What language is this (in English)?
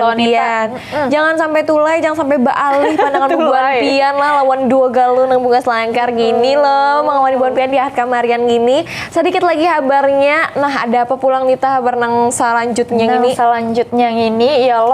Banjar